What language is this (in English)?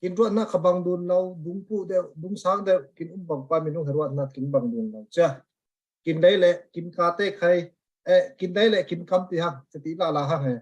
Falam Chin